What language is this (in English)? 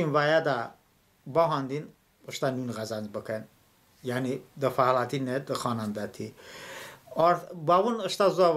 Talysh